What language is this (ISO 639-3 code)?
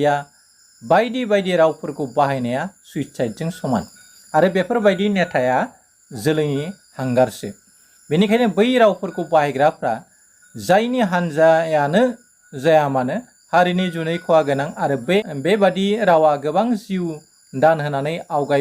brx